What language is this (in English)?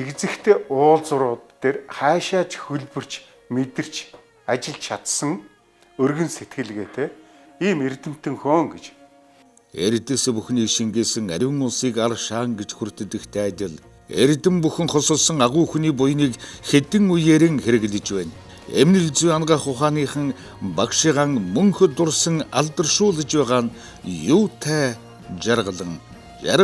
Mongolian